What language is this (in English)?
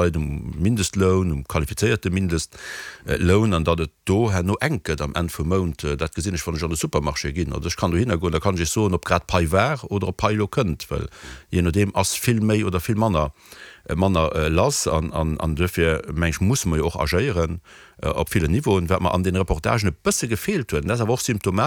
Luxembourgish